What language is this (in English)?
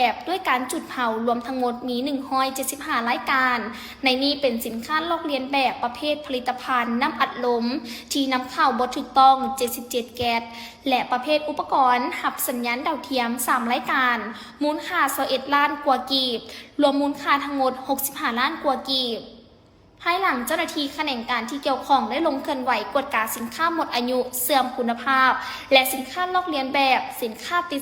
Lao